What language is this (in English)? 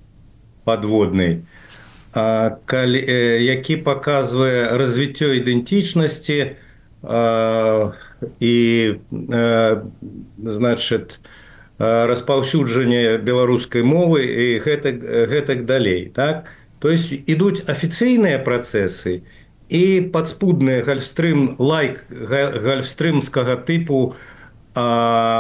Belarusian